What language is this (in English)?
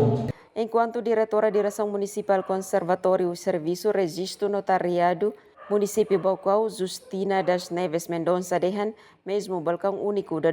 Tetum